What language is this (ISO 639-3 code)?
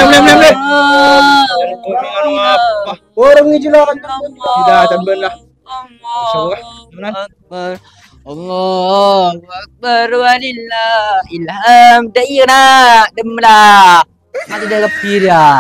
mad